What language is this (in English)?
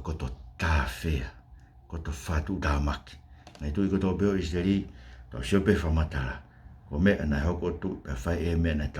Tongan